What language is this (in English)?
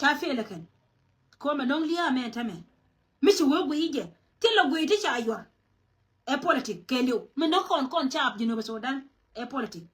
Nuer